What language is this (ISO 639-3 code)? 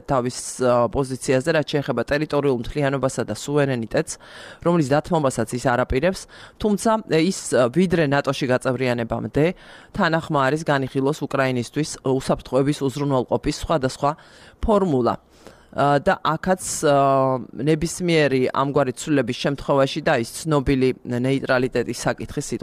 kat